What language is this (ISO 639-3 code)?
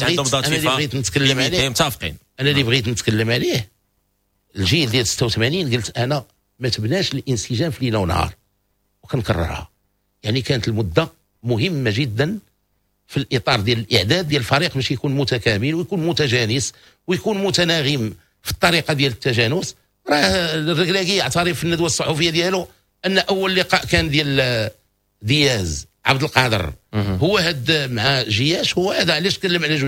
ary